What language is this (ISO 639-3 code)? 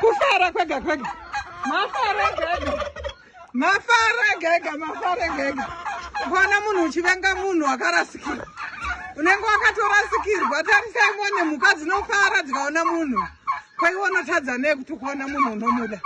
sna